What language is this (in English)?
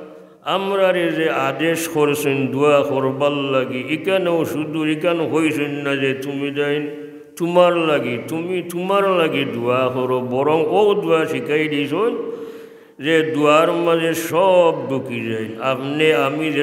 Sylheti